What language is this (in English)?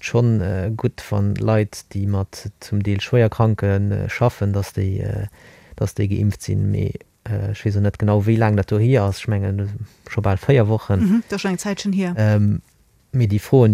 Luxembourgish